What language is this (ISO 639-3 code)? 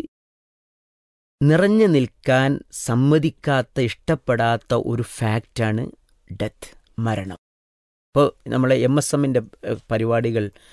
mal